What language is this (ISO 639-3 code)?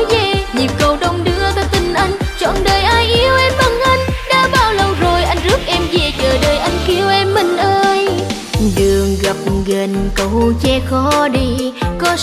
vie